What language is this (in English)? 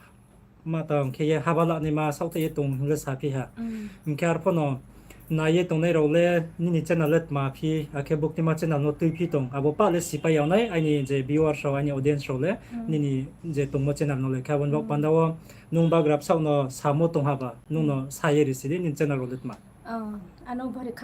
Riang (India)